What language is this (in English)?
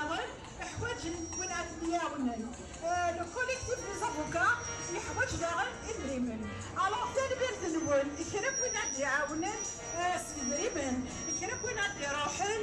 Kabyle